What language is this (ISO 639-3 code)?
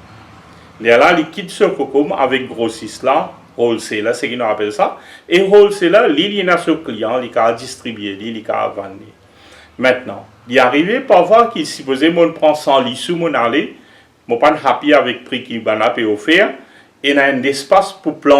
mfe